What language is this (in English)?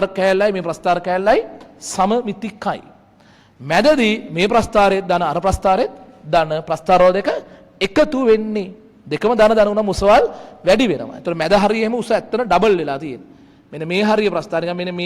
Sinhala